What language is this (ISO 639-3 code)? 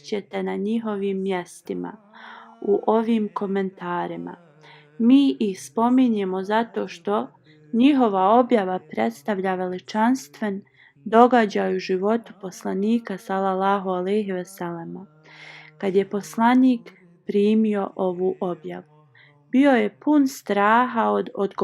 bos